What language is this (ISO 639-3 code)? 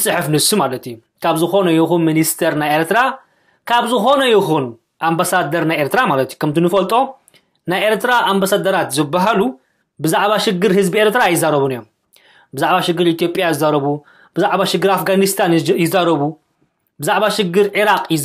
tir